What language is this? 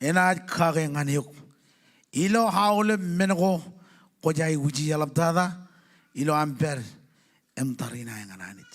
Marshallese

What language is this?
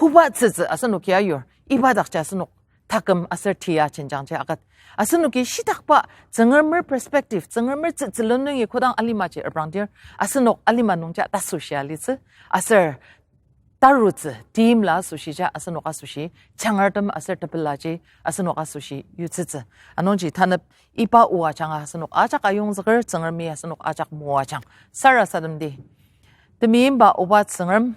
Ao Naga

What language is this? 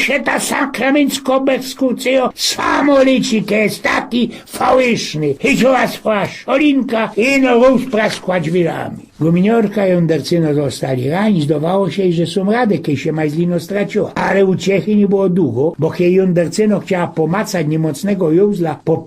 Silesian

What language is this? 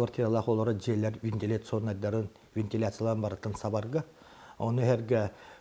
Yakut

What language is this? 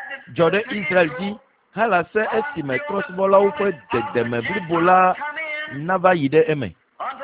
Ewe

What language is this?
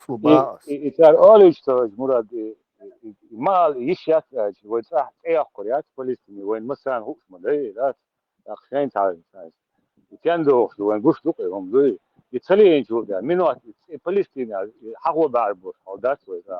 Chechen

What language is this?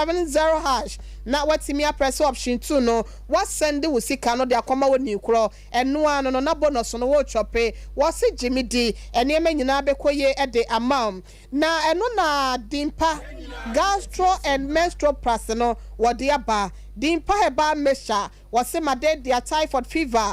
Akan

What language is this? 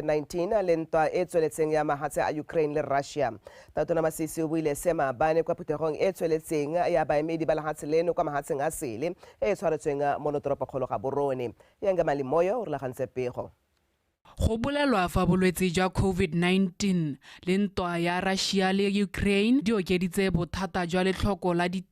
Tswana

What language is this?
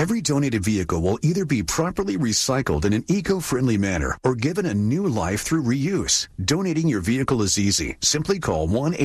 English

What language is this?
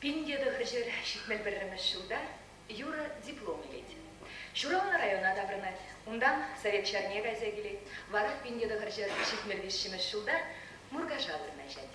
Chuvash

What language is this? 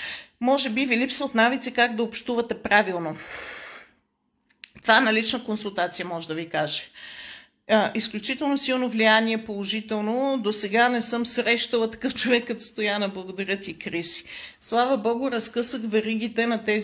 Bulgarian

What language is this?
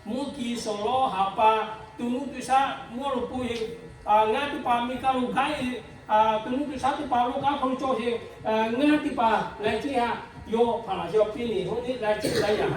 Lahu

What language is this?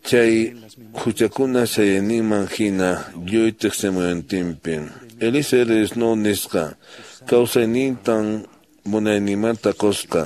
Quechua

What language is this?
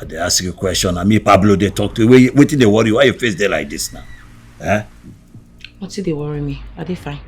Nigerian Pidgin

